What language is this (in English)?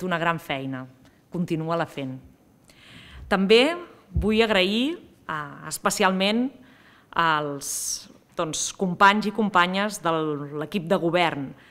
Catalan